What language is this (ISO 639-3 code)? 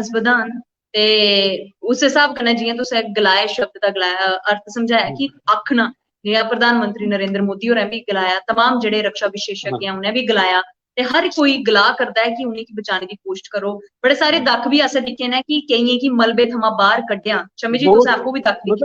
doi